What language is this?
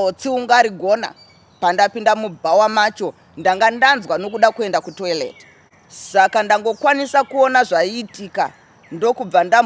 Shona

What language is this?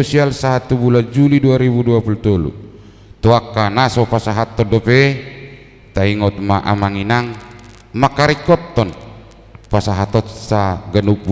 Batak Toba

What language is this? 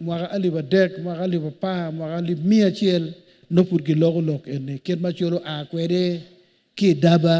Acoli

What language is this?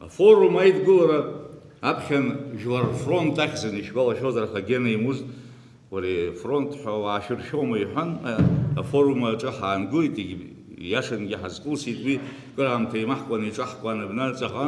Abkhazian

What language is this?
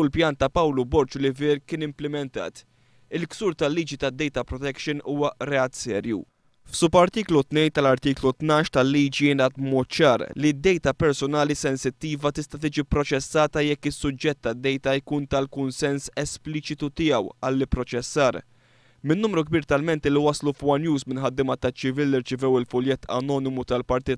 Maltese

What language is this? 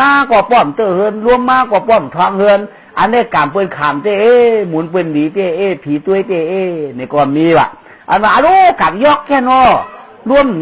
Shan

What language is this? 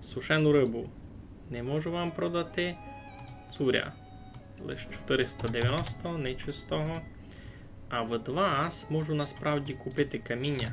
Rusyn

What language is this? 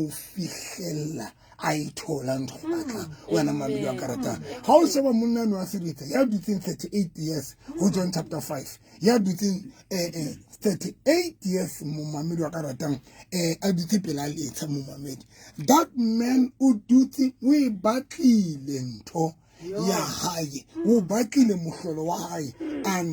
Southern Sotho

